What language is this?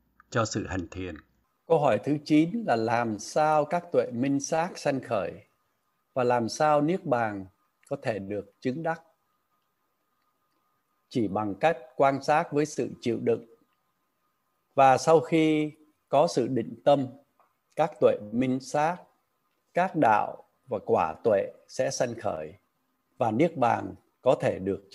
Vietnamese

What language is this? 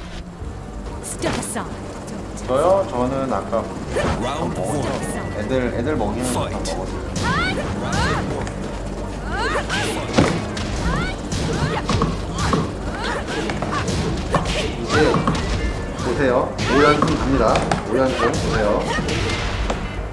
Korean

